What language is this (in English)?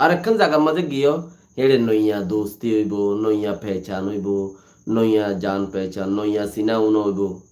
Rohingya